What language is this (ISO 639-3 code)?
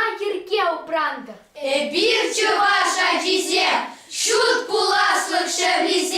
chv